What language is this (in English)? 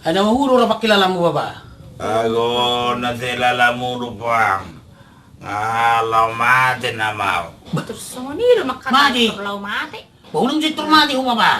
Batak Toba